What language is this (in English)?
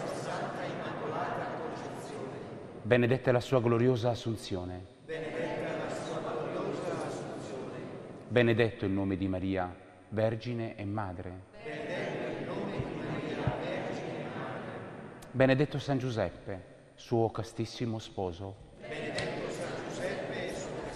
Italian